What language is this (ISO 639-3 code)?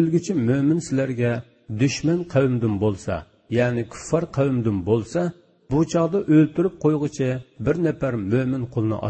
uig